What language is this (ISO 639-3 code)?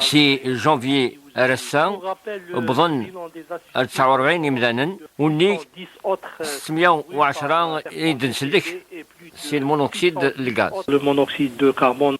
kab